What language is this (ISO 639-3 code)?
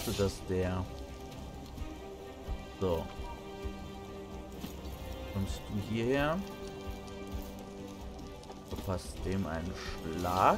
deu